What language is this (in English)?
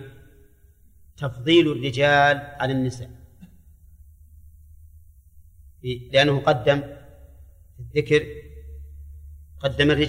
Arabic